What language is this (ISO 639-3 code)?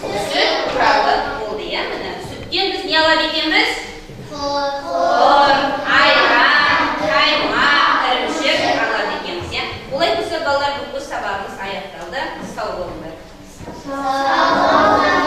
kaz